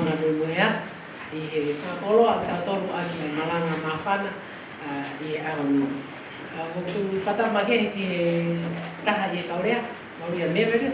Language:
Tongan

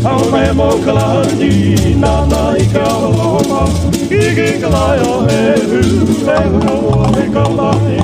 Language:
Hawaiian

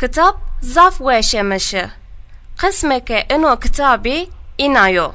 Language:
Zaza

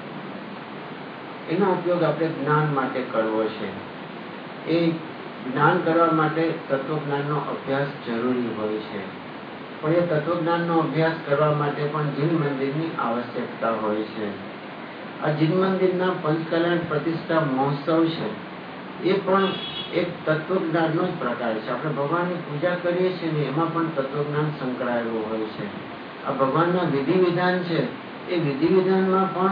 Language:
Gujarati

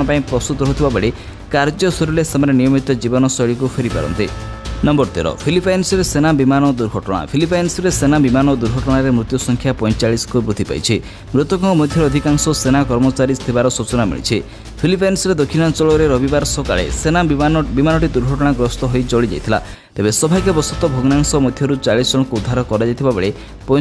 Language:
Odia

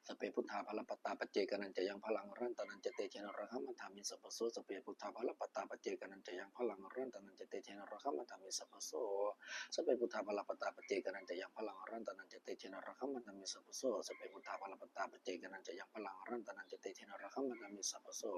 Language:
Pali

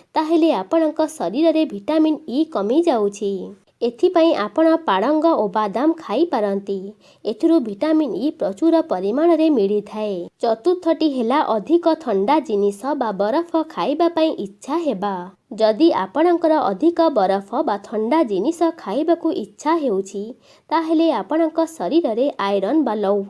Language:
Odia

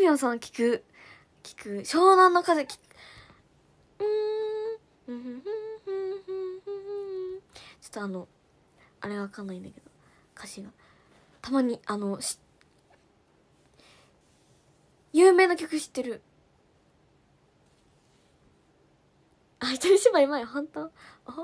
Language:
Japanese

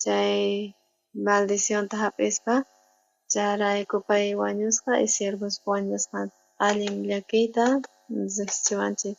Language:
South Bolivian Quechua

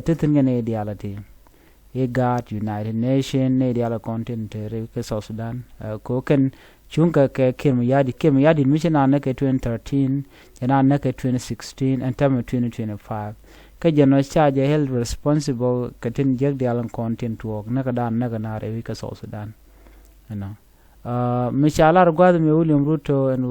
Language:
Nuer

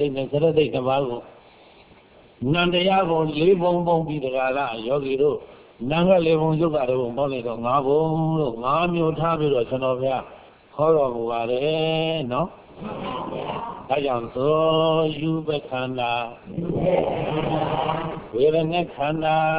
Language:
Burmese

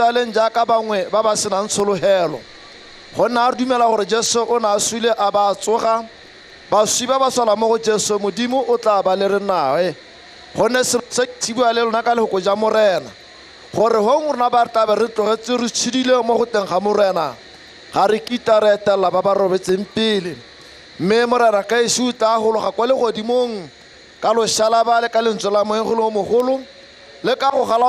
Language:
Tswana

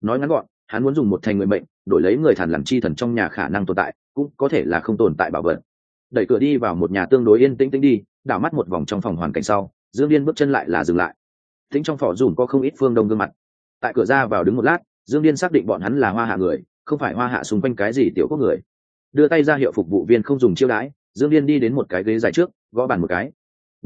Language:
Vietnamese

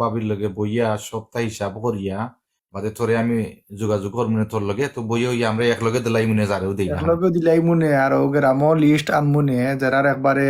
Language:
Sylheti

